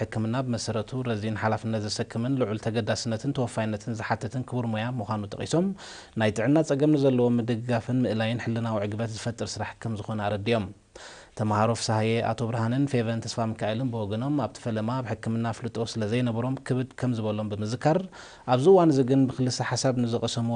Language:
Tigrinya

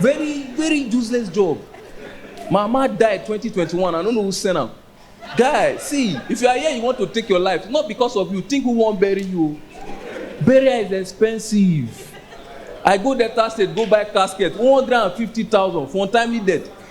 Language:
Nigerian Pidgin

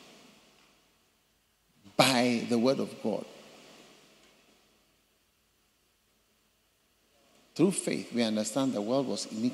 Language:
English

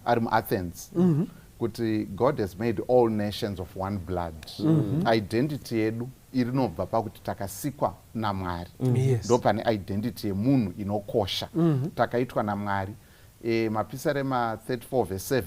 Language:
Shona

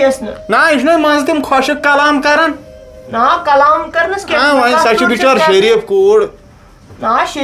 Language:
Kashmiri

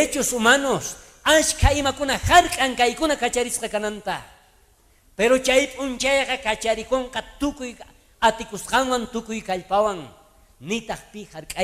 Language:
South Bolivian Quechua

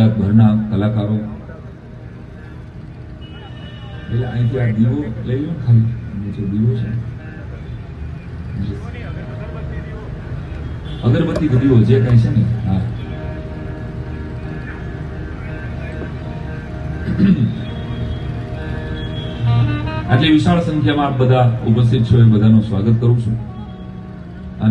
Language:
Gujarati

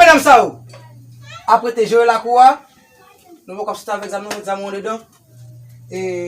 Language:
Haitian Creole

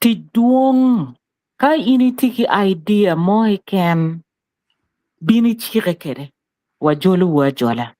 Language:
Acoli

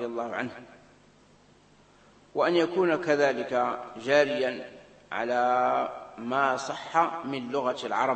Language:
Arabic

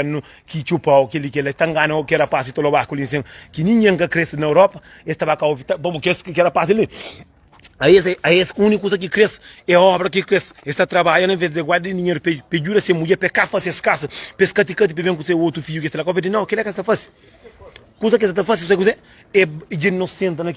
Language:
Kabuverdianu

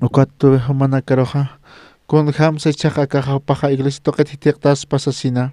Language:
Aymara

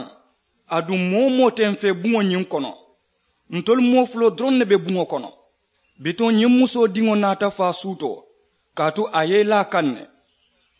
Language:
Mandingo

